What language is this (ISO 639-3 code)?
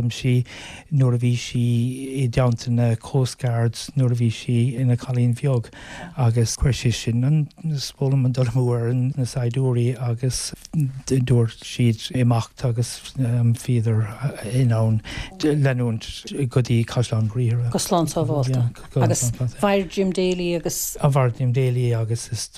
gle